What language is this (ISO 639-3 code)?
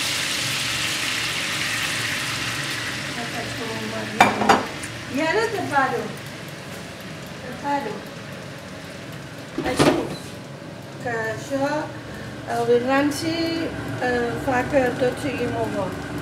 cat